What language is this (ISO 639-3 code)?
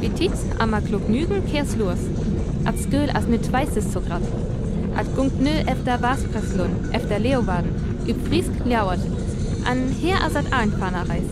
frr